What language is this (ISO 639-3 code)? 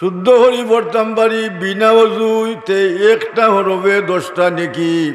syl